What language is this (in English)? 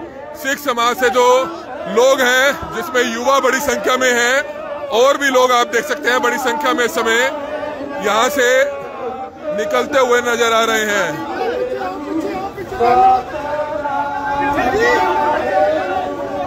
Hindi